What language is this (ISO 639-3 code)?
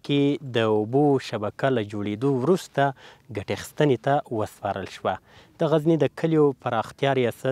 pus